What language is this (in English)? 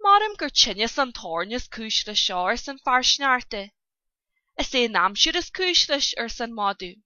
Irish